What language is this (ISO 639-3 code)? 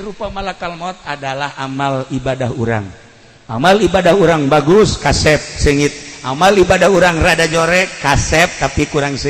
sun